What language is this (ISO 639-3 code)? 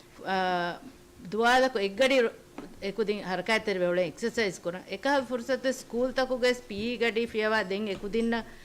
div